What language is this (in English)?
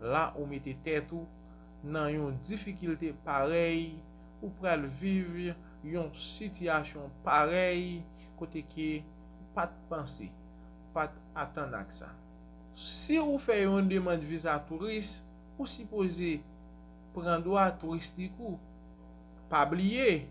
Haitian Creole